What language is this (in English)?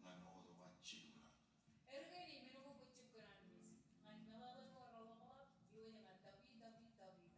Marshallese